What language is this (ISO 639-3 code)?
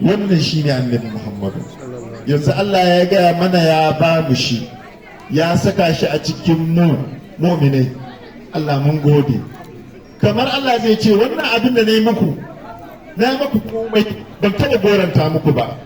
hau